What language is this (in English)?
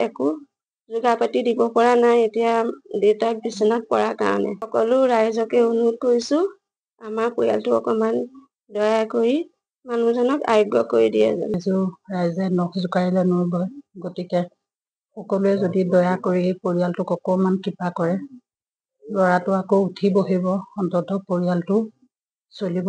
Assamese